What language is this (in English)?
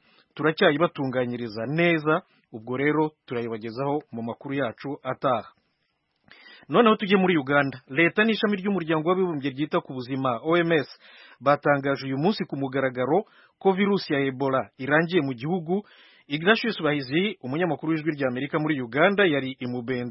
Kinyarwanda